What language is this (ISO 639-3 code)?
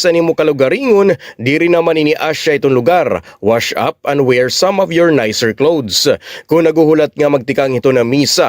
war